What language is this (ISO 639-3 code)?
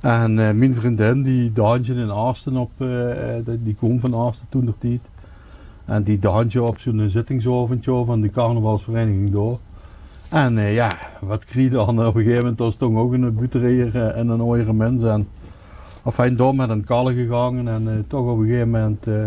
lim